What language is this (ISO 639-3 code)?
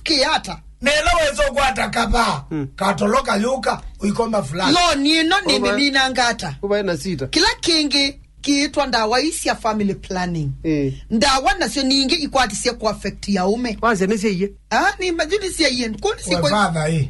kam